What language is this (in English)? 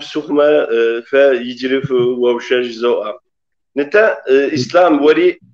Kabardian